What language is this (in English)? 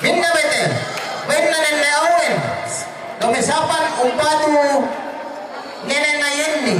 Toraja-Sa'dan